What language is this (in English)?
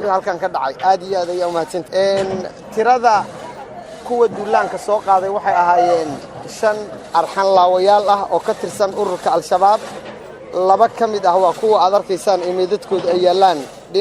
Somali